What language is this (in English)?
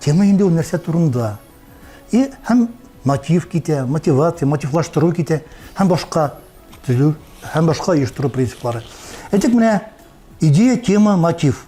Tatar